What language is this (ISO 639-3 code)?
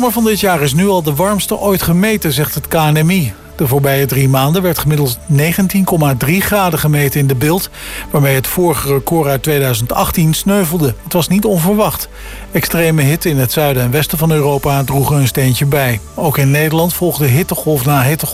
nld